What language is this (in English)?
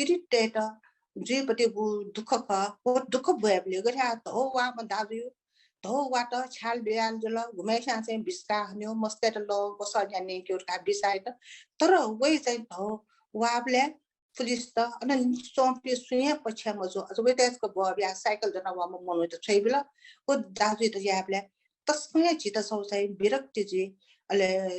Newari